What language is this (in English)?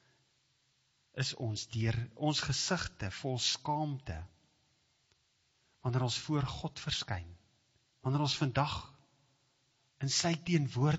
Afrikaans